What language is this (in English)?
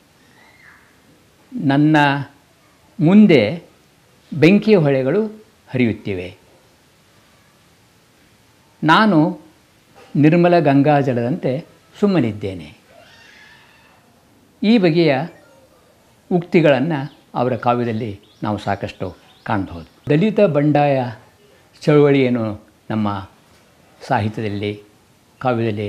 Kannada